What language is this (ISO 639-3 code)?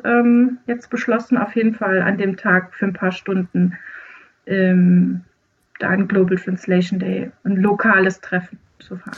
deu